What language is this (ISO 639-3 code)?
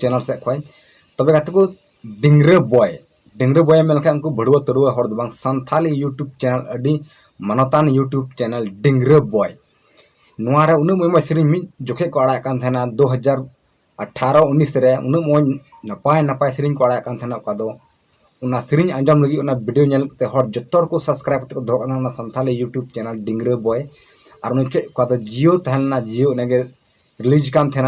sat